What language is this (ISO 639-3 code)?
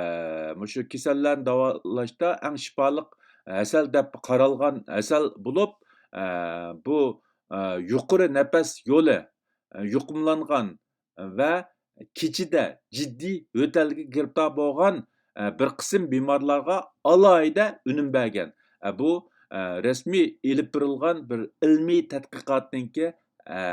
uig